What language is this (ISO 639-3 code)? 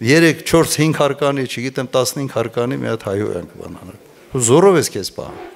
hye